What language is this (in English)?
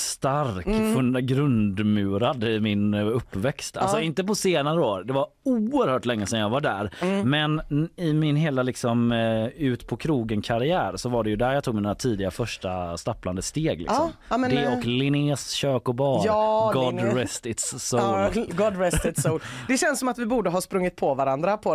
Swedish